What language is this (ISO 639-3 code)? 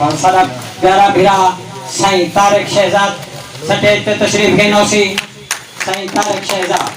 skr